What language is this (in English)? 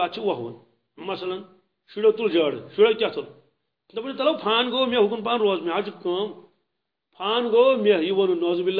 Kashmiri